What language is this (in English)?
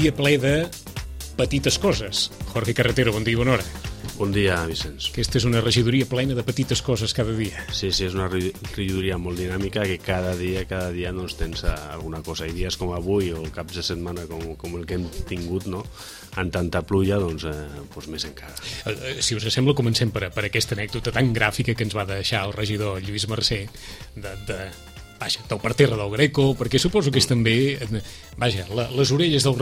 Catalan